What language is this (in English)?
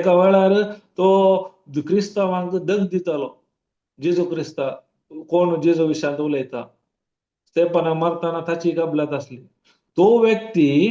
Konkani